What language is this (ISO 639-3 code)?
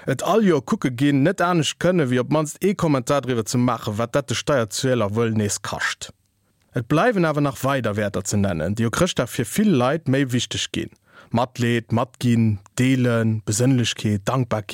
ltz